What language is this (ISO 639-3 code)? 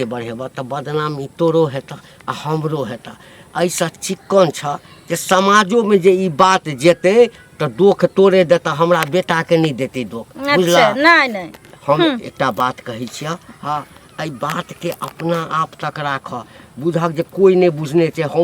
mai